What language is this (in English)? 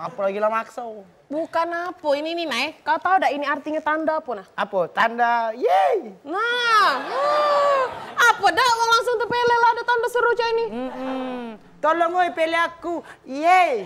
Musi